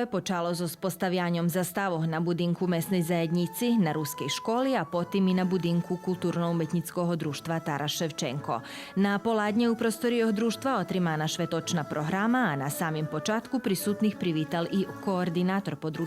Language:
Rusyn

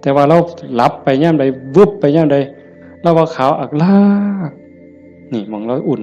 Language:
Northeastern Thai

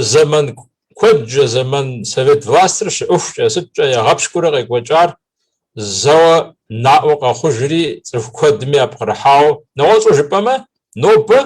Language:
Kabardian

